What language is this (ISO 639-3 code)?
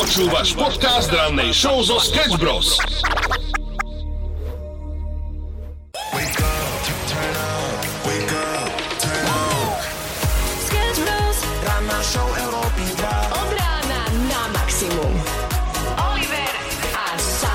slk